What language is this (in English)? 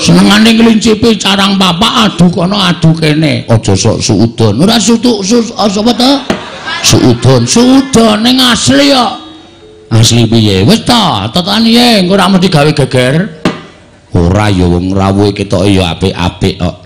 Javanese